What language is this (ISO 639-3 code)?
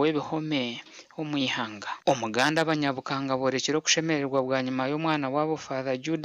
nyn